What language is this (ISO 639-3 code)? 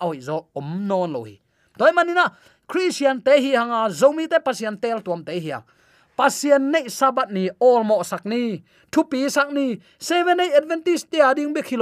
ctd